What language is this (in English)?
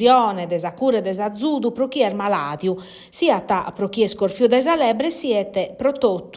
Sardinian